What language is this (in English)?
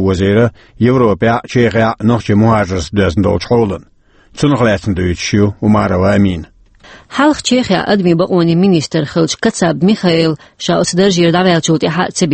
Chechen